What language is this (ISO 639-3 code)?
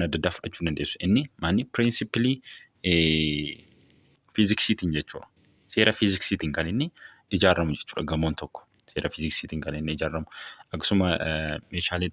orm